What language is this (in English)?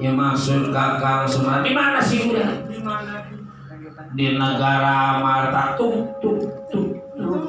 Betawi